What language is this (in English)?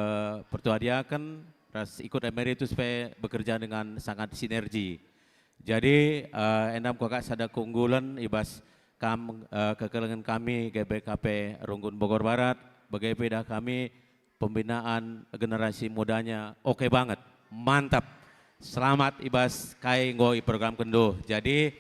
Batak Karo